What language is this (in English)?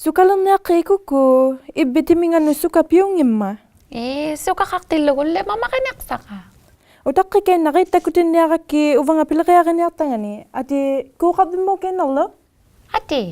Inuktitut